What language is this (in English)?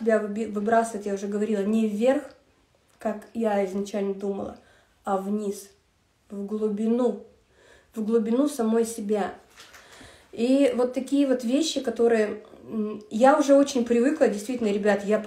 Russian